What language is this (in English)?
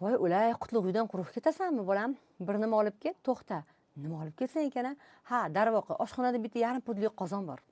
Uzbek